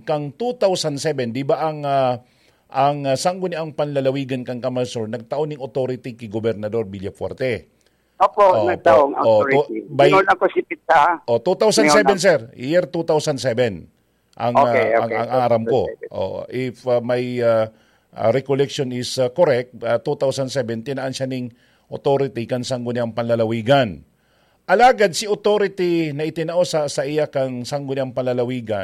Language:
Bikol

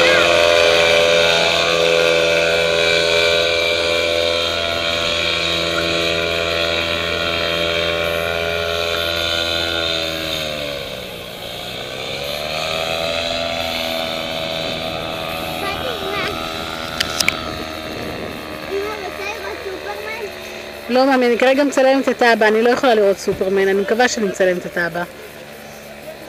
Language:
Hebrew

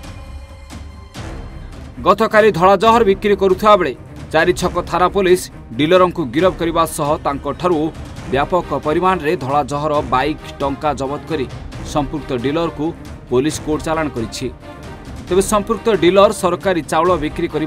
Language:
Odia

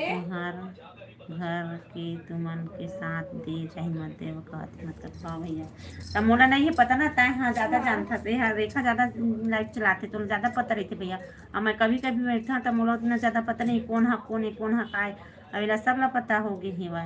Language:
Chhattisgarhi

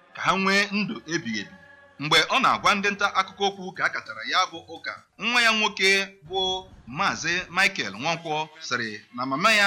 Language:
Igbo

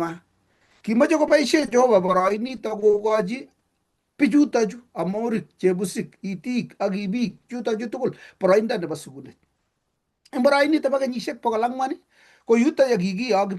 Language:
Kalenjin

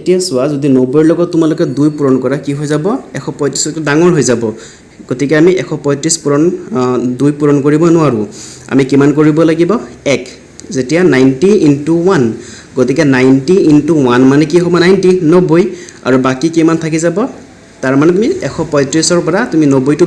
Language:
Assamese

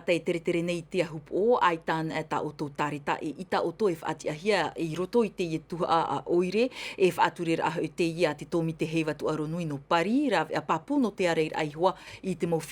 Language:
Tahitian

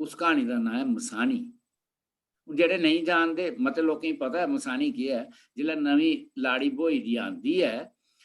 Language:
Dogri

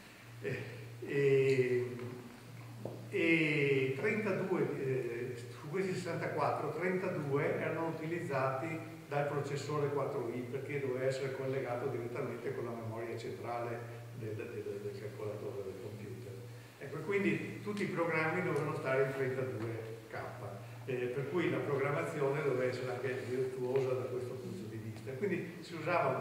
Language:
Italian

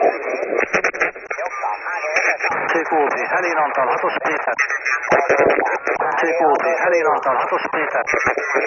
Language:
Hungarian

